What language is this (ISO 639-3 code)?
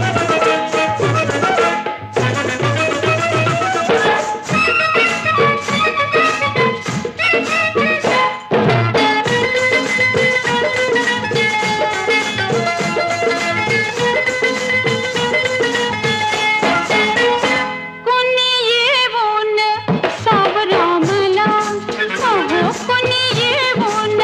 mar